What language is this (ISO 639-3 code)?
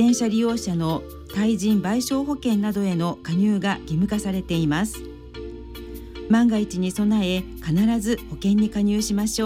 jpn